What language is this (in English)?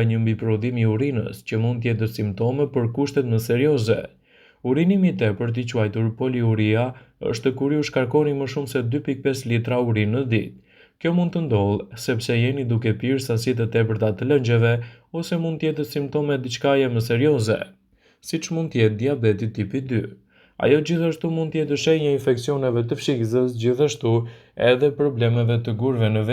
Albanian